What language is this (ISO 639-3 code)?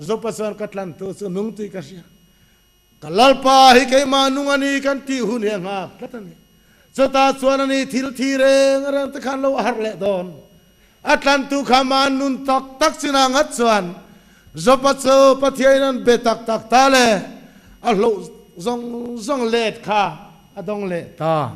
lus